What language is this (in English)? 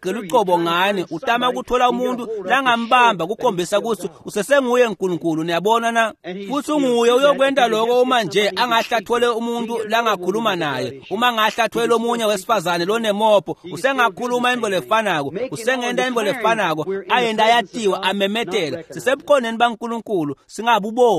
Swati